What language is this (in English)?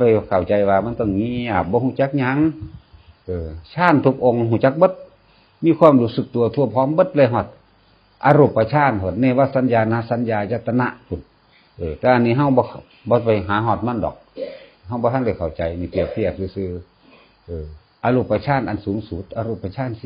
Northeastern Thai